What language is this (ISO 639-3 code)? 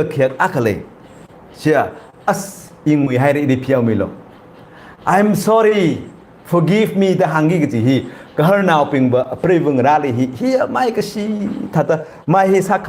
nmf